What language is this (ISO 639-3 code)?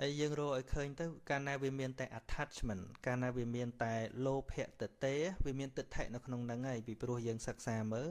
khm